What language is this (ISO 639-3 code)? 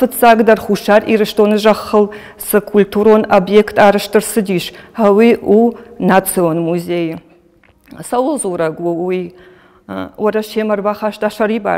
oss